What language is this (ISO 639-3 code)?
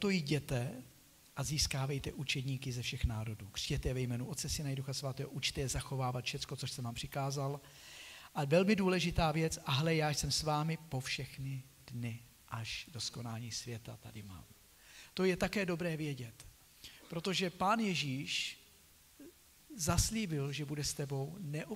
ces